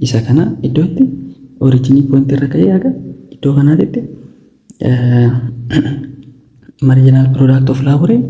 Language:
Oromo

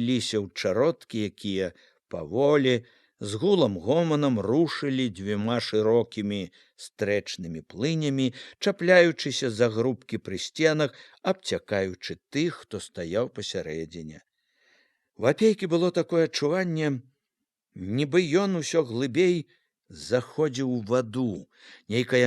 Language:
Belarusian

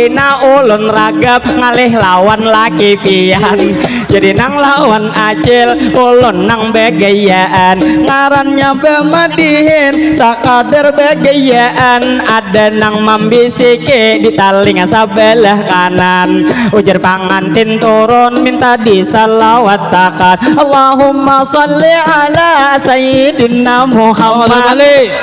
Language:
Banjar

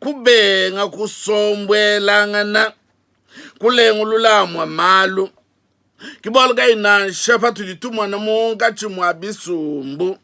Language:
Luba-Lulua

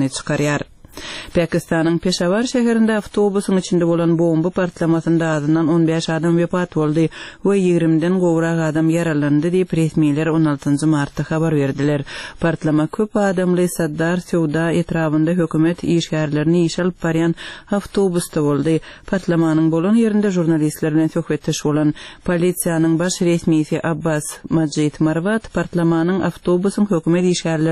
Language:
Turkmen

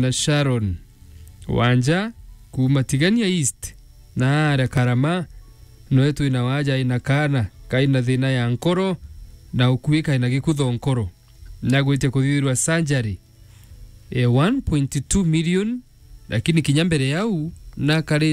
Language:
Meru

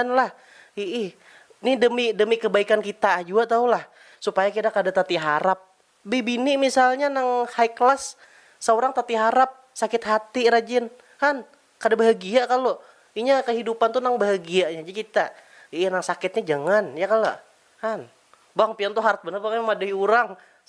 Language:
Banjar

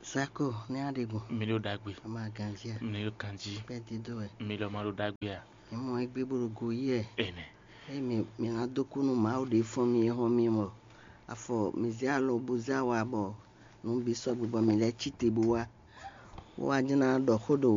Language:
Fon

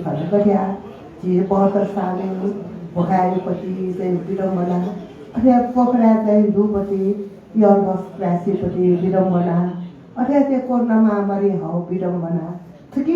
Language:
Newari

